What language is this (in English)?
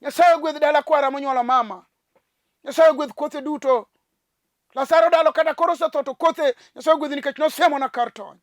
Luo (Kenya and Tanzania)